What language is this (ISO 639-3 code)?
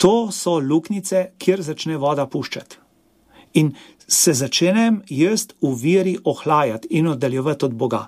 slv